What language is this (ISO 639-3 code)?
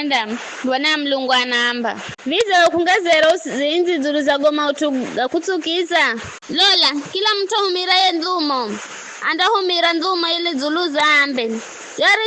nyf